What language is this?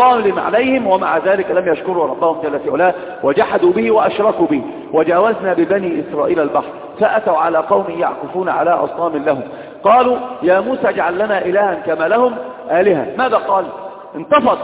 Arabic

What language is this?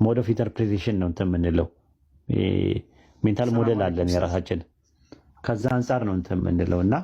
Amharic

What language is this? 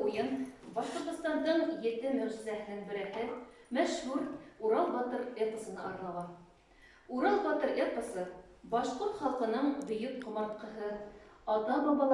Bashkir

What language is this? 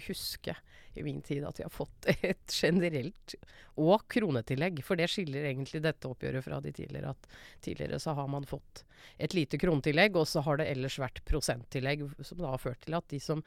Norwegian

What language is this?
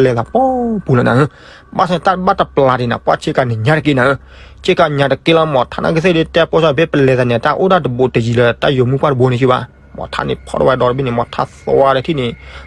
S'gaw Karen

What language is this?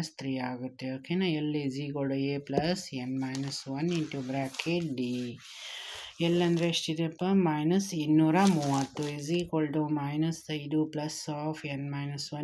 Kannada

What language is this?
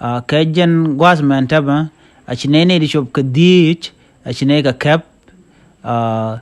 Nuer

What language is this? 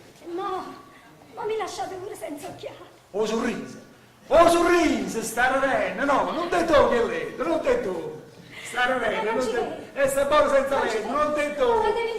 Neapolitan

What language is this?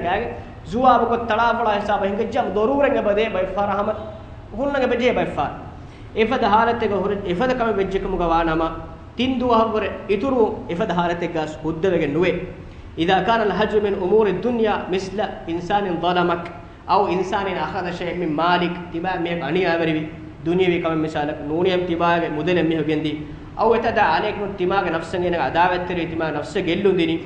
Divehi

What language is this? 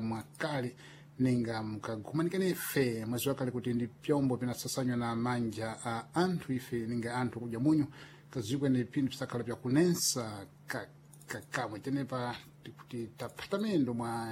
Sena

